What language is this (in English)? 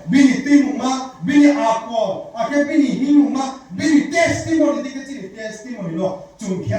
Riang (India)